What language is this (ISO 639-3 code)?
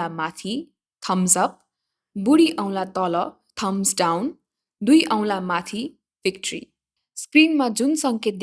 nep